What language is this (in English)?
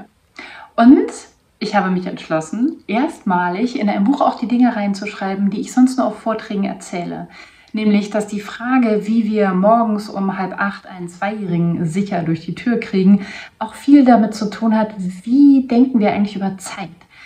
German